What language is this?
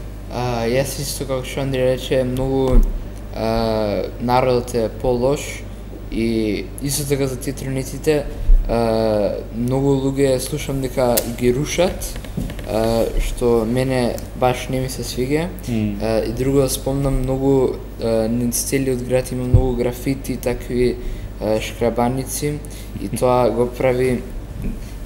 Macedonian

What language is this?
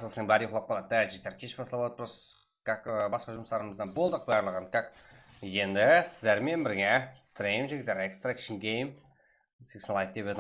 Kara-Kalpak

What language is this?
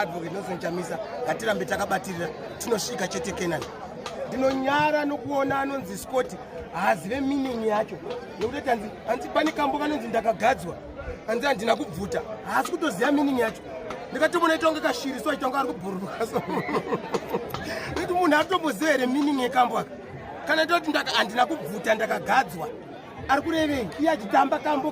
Shona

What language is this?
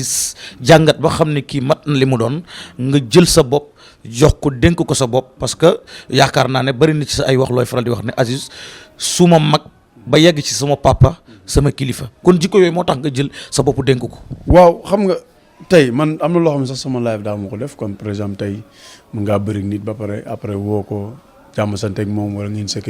Wolof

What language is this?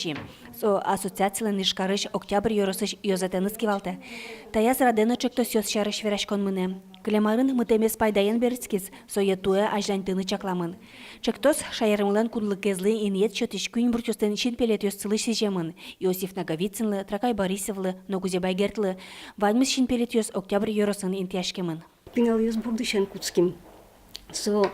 Udmurt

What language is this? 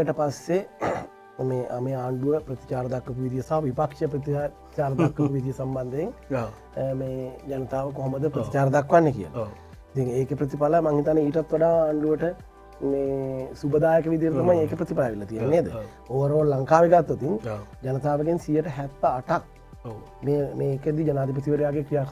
Sinhala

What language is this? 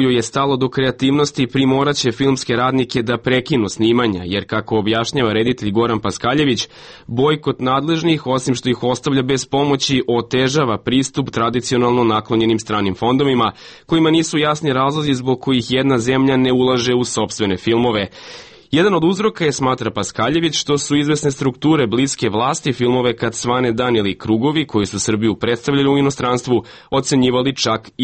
Serbian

